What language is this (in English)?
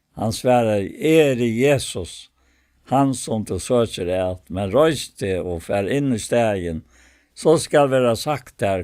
Faroese